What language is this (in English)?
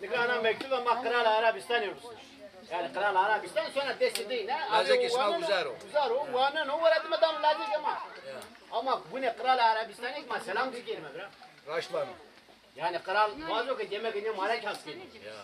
Zaza